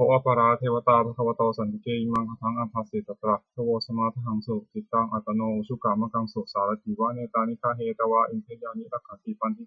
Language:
Pali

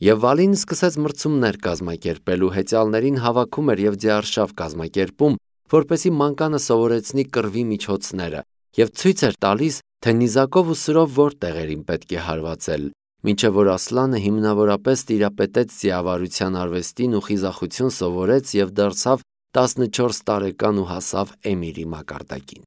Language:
Armenian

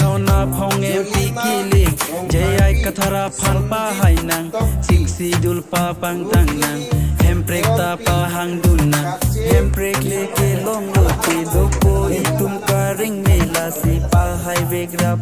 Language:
Karbi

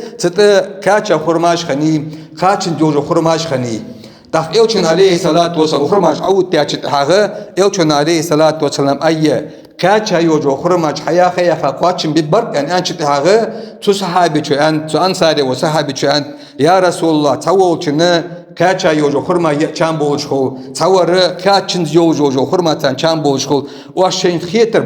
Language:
Ingush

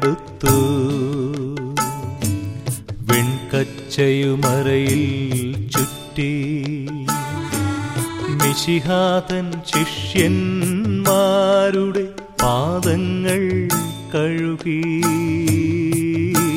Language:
Malayalam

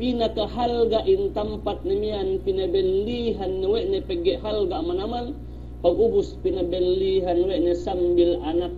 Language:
Yakan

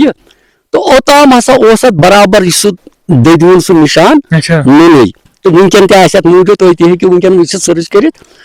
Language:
Kashmiri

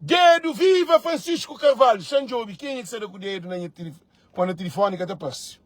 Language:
Kabuverdianu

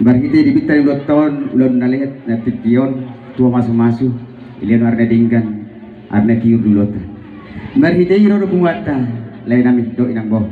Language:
Batak Toba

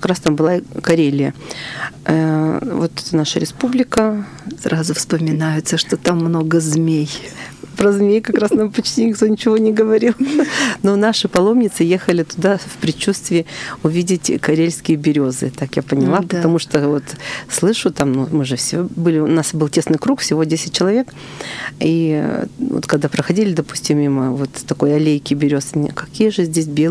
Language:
Russian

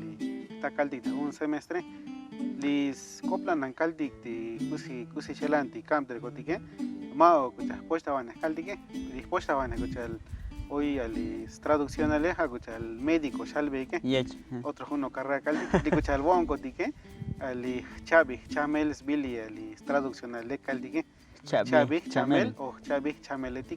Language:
Tzotzil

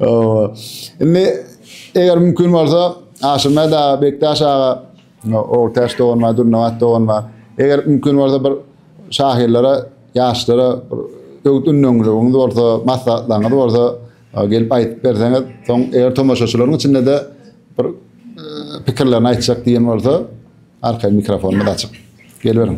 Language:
Turkmen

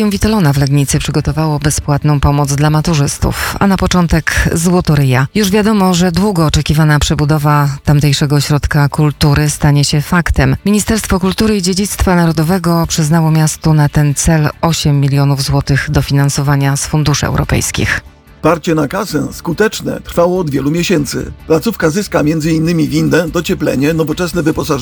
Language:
Polish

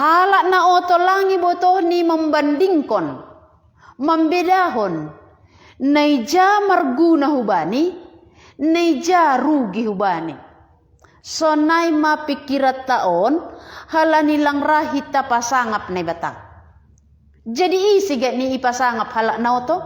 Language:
Batak Simalungun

